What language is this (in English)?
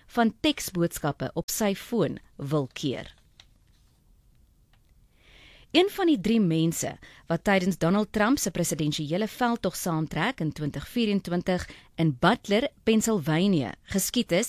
Afrikaans